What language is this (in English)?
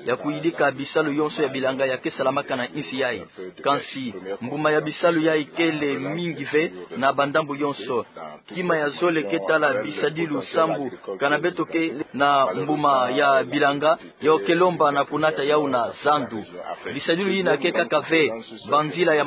Kituba (Democratic Republic of Congo)